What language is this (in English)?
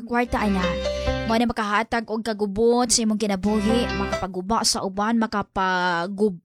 Cebuano